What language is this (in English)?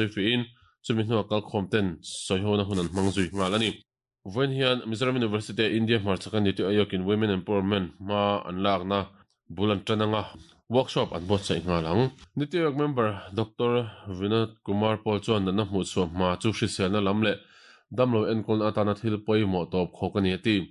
Mizo